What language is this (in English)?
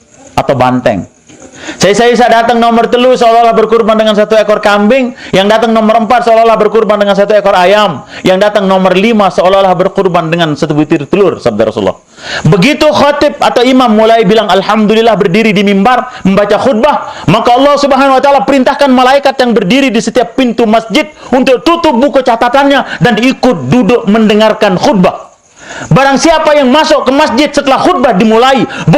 Sasak